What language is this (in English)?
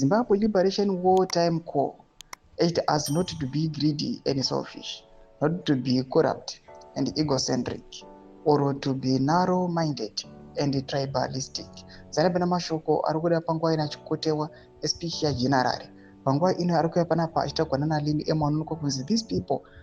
Shona